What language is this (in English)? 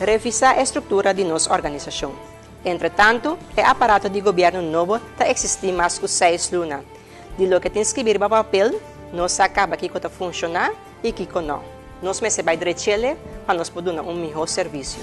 Papiamento